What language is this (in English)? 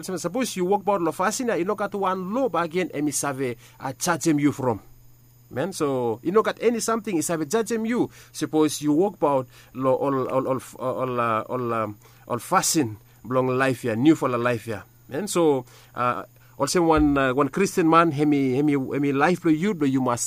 Bislama